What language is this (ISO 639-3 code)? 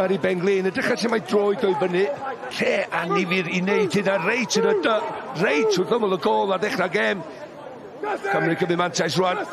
cym